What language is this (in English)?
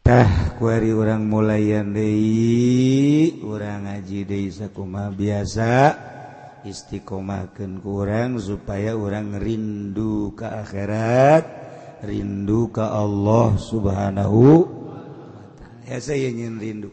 Sundanese